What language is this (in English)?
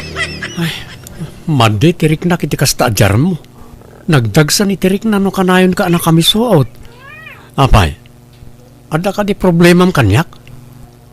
Iloko